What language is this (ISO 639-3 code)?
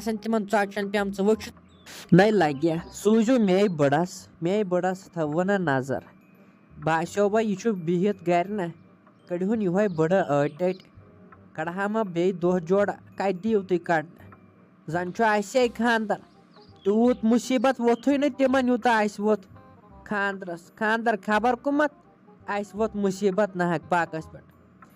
kas